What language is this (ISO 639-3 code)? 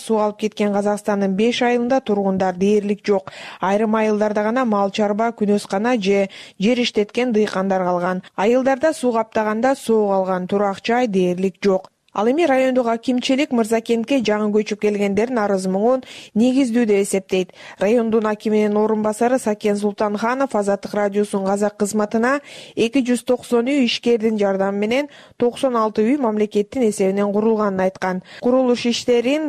kir